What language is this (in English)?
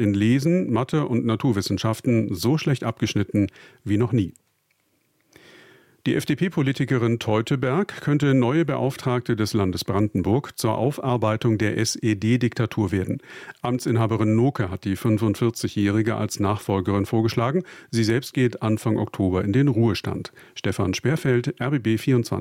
German